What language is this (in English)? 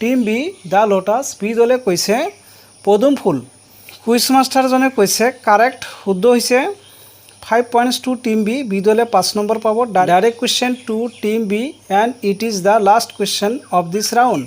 Assamese